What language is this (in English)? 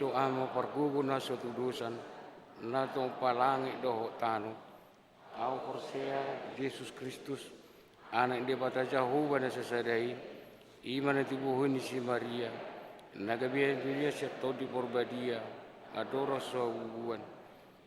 Batak Toba